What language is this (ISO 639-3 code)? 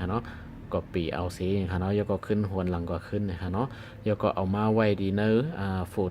shn